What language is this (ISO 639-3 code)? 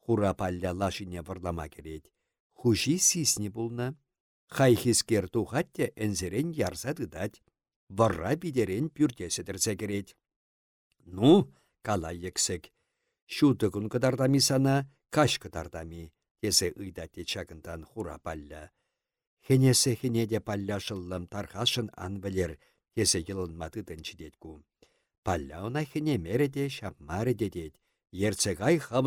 chv